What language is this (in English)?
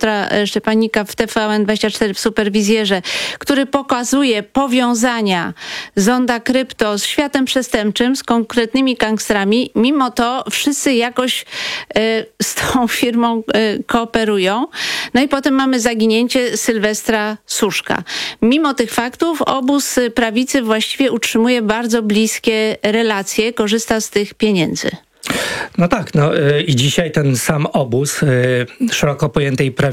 Polish